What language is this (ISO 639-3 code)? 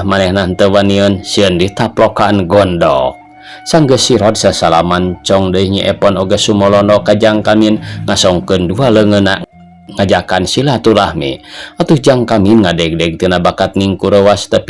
sun